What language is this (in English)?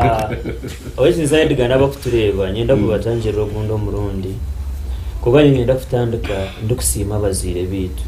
Nyankole